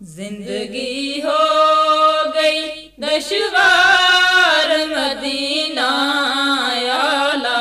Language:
Gujari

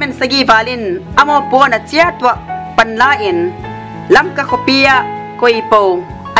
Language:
Tedim Chin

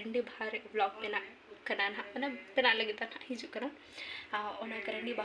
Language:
Santali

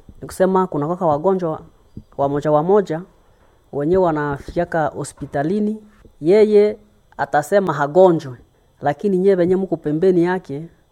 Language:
Swahili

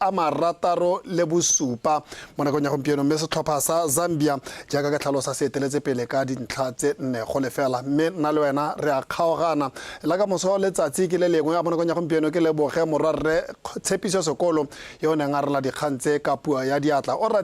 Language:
Tswana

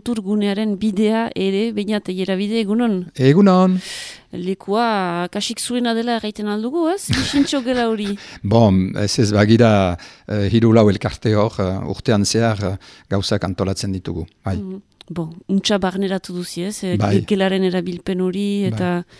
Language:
Basque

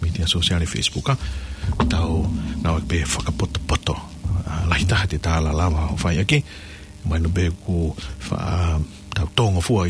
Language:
Tongan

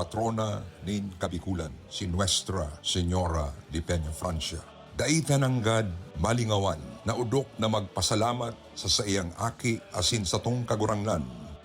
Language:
Bikol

